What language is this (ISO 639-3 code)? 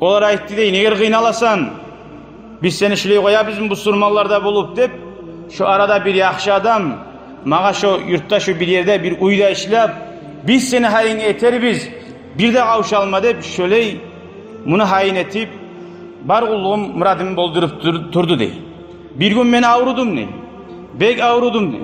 kum